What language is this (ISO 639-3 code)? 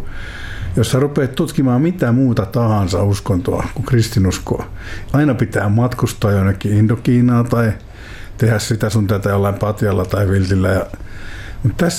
fin